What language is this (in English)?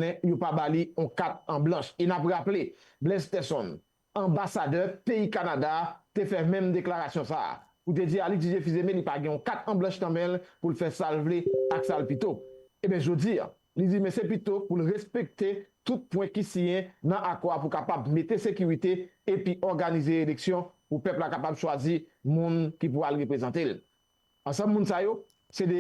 Haitian Creole